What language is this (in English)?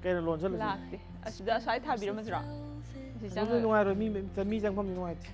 Manipuri